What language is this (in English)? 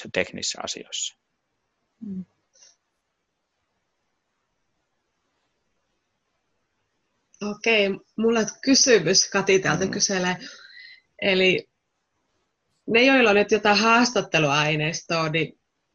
Finnish